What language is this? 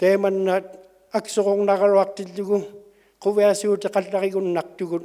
Inuktitut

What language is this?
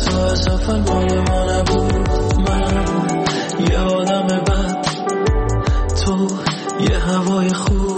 Persian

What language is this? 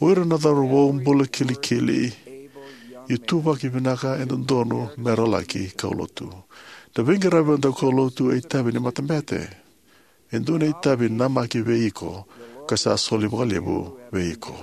Fijian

